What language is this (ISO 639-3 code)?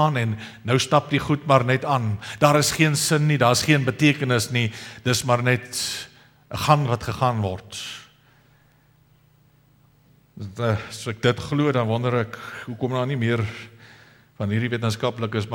afr